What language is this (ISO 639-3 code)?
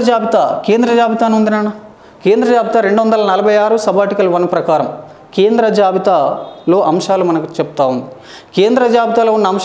tel